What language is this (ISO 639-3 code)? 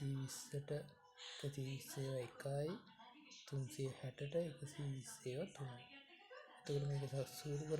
sin